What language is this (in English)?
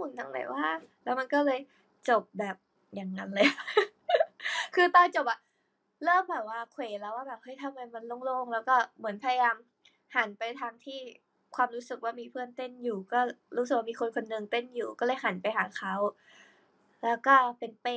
Thai